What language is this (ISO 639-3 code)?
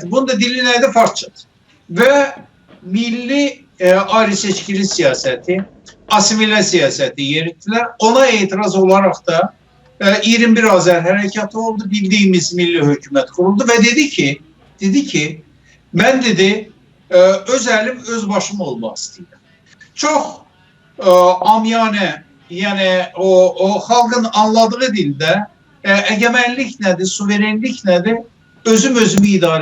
azb